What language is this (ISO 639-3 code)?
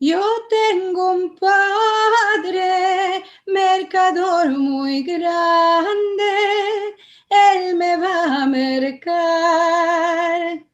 lad